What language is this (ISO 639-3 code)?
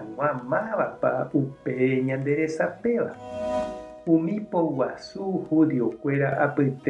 grn